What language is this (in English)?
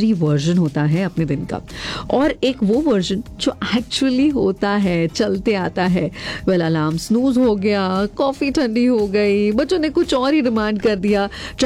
Hindi